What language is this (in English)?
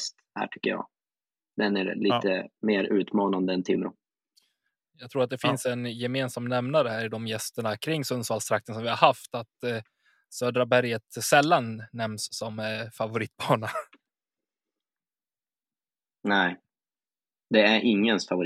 Swedish